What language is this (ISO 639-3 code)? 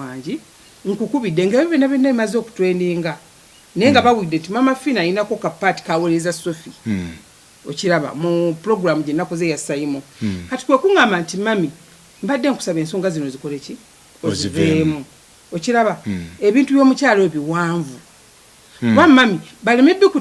lug